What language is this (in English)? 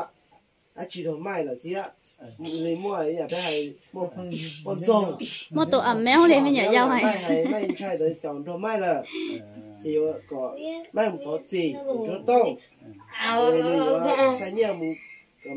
Hmong